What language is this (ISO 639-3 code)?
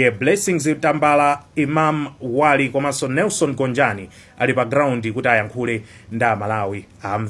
nya